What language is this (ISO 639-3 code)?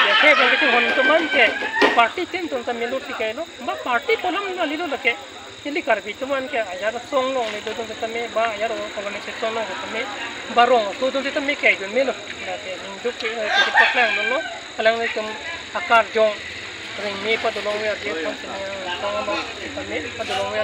mjw